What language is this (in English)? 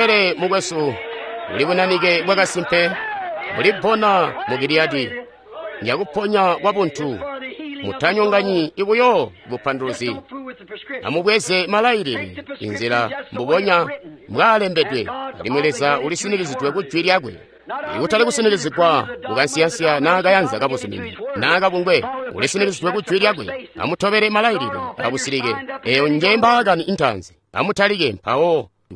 Tonga (Zambia)